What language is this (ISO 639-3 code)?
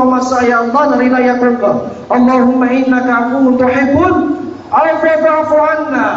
mrw